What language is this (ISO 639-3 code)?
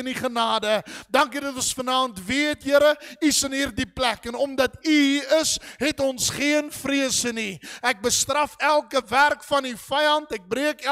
afr